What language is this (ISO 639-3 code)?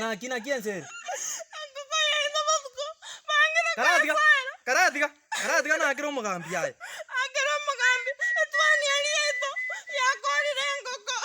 guz